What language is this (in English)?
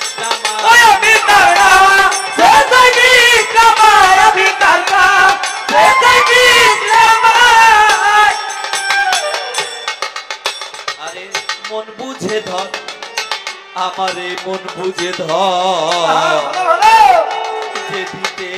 Bangla